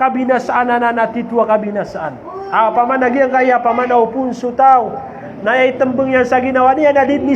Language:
Maranao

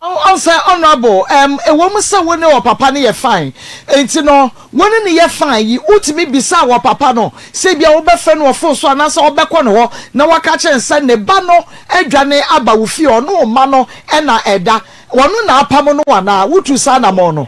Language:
Akan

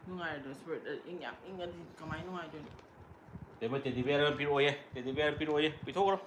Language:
Manipuri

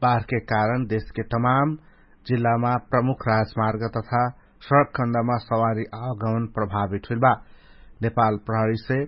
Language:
Dangaura Tharu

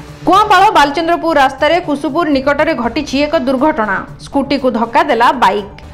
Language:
Odia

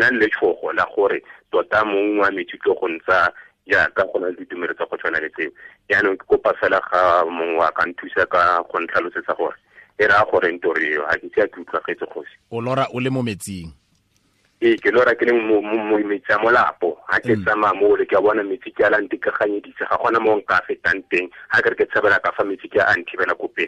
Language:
Tswana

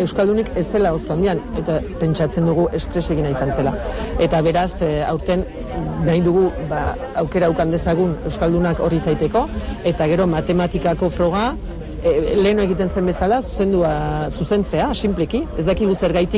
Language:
Basque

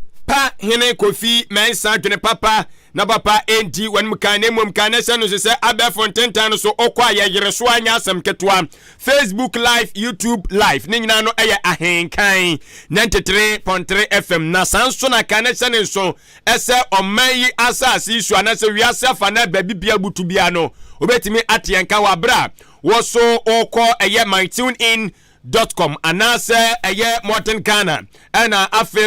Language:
Akan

